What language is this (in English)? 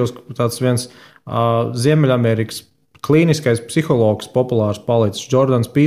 Latvian